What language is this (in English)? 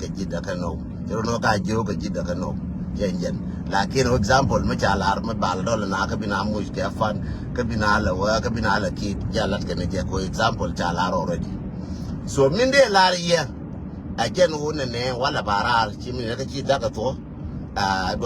Nuer